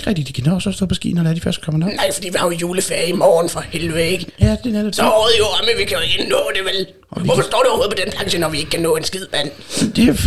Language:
Danish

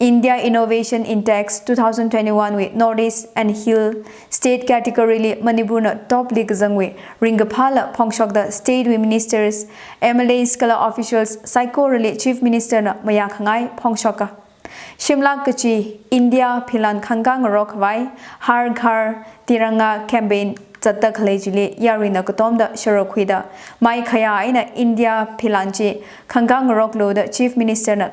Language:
Tangkhul Naga (India)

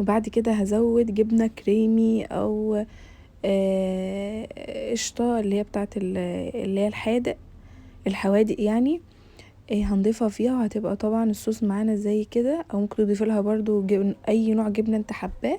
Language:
Egyptian Arabic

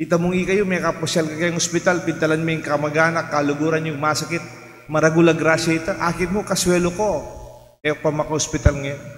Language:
Pampanga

